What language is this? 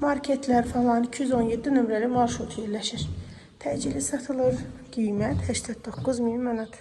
Azerbaijani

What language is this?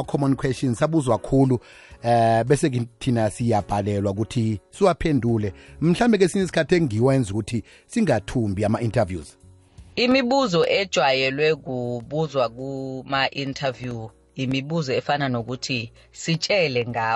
South Ndebele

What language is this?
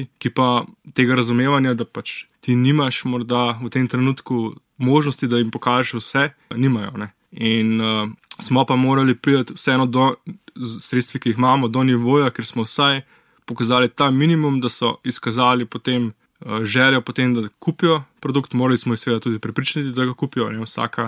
Slovenian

